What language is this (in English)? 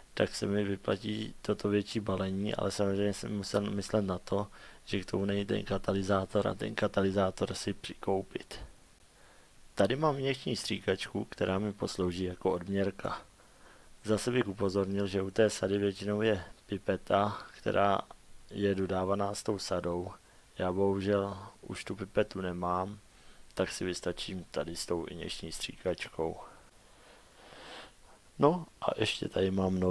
Czech